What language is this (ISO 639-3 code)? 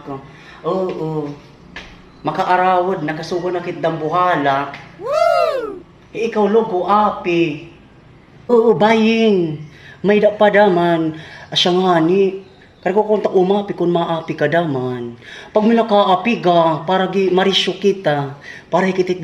war